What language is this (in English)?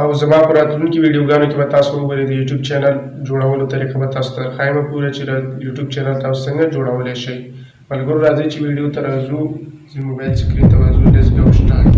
Pashto